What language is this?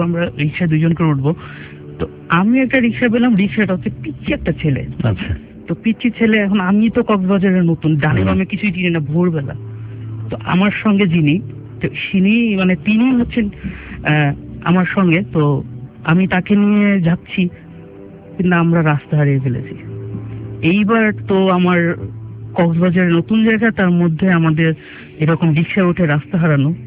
Bangla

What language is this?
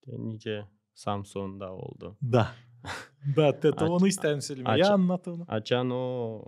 Gagauz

